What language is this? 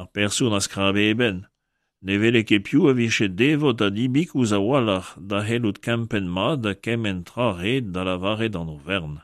Breton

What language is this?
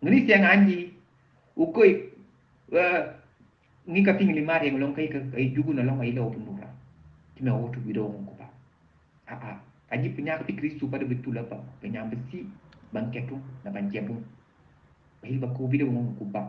Mankanya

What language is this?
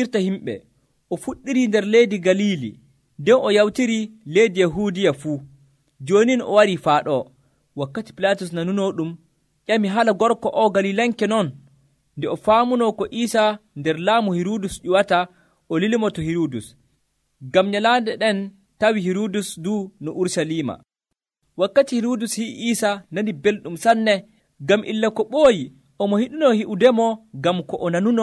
Nigerian Fulfulde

